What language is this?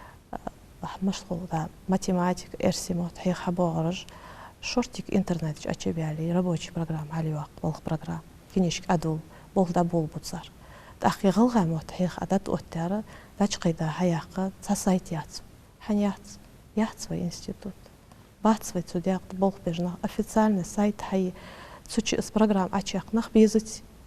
Ingush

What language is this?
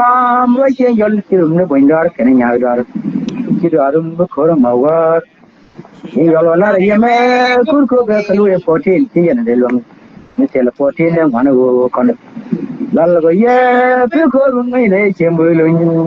Nuer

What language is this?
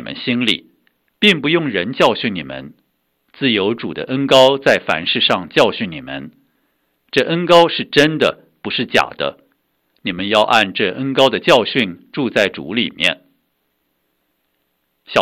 Chinese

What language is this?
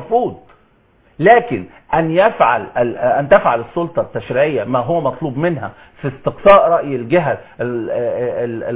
Arabic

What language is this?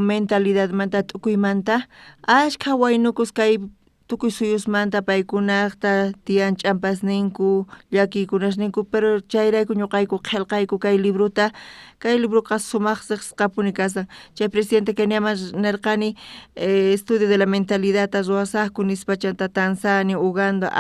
South Bolivian Quechua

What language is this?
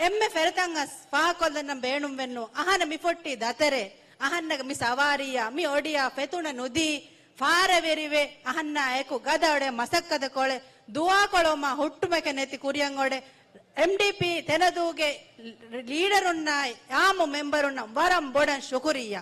Divehi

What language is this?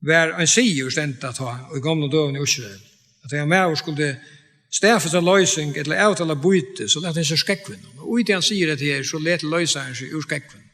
Faroese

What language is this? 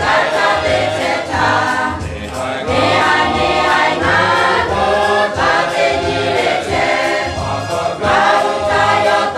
Lahu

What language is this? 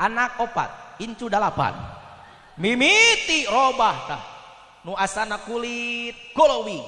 Sundanese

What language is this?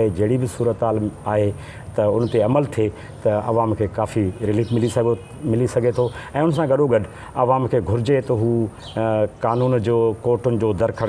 Sindhi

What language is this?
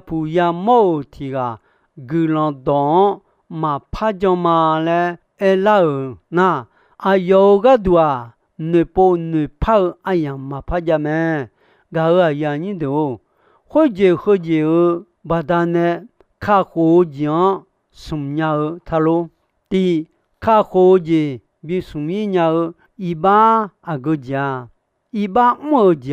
Akha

